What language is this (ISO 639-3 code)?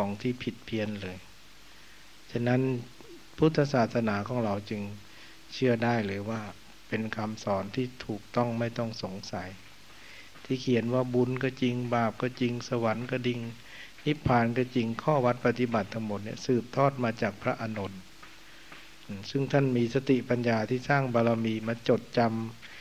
tha